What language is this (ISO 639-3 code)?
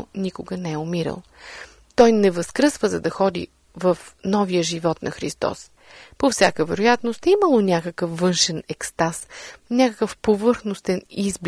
bul